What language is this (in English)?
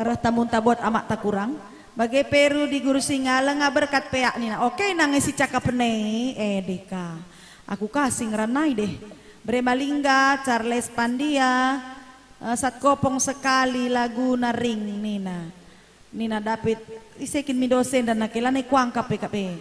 Batak Karo